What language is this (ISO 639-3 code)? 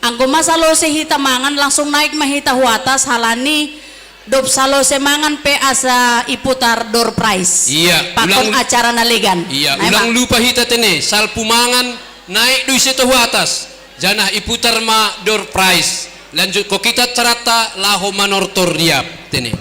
bts